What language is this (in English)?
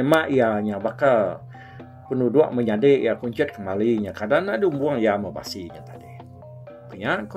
Iban